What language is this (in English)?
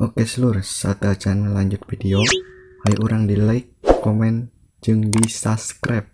Sundanese